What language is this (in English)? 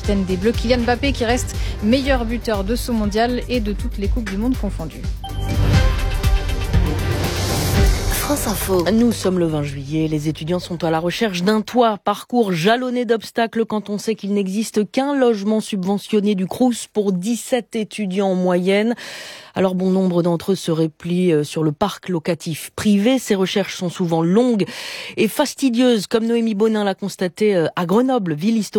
French